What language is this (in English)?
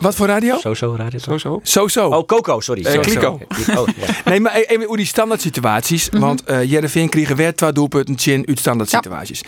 Western Frisian